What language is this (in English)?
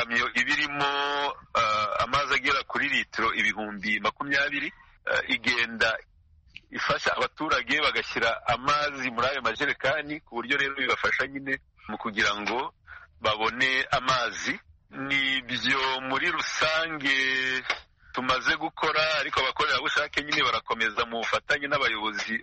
Kinyarwanda